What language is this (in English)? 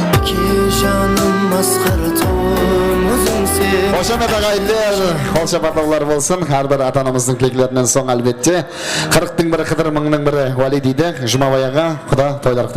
Kara-Kalpak